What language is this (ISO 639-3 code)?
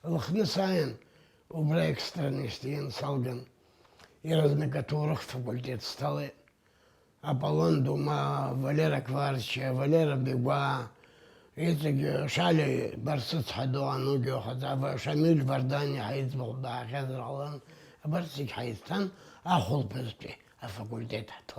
abk